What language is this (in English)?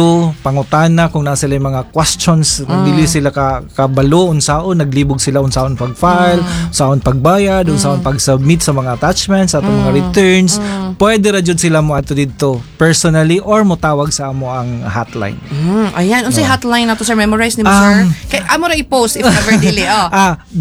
Cebuano